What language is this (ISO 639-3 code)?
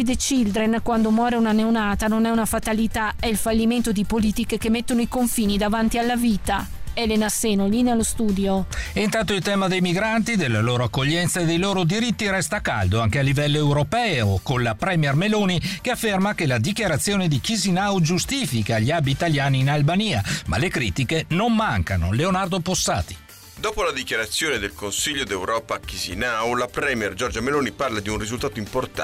ita